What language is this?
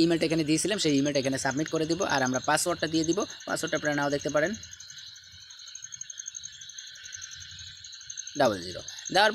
Bangla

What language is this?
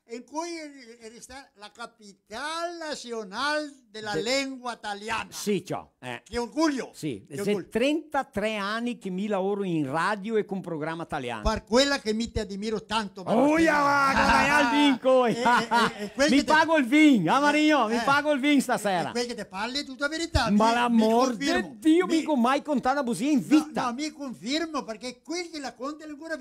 Venetian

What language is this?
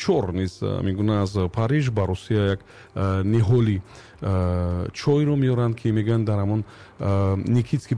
Tajik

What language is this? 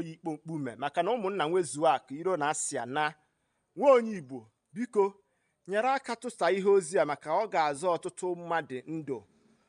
Igbo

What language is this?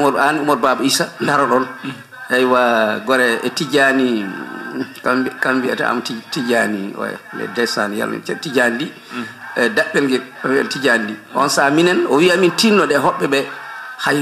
Fula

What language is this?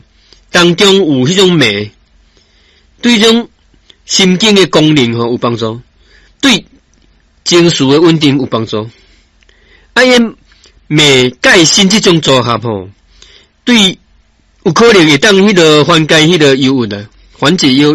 Min Nan Chinese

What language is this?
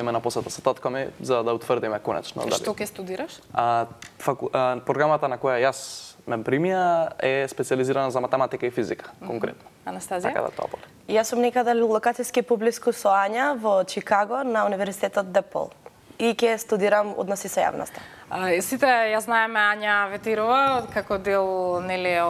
Macedonian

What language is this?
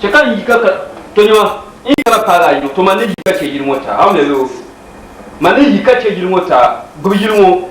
Dagbani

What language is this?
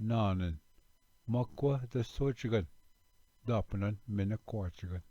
Ojibwa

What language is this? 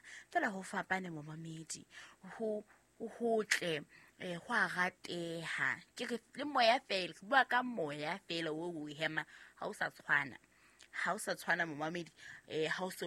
Southern Sotho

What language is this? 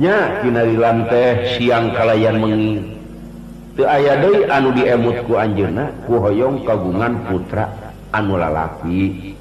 Sundanese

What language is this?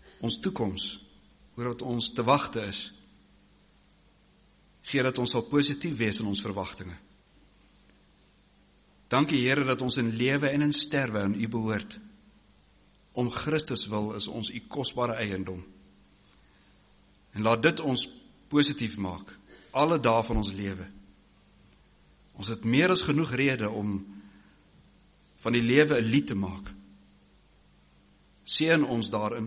Afrikaans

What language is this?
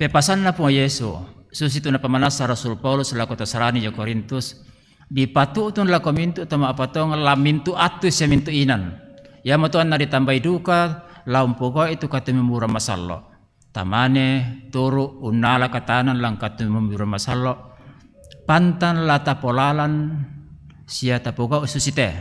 Toraja-Sa'dan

